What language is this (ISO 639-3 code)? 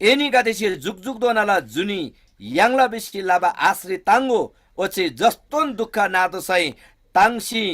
taj